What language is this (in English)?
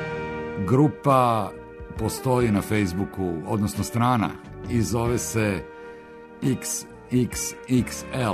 Serbian